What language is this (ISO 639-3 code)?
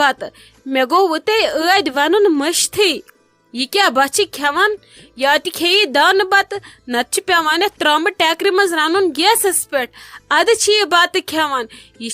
kas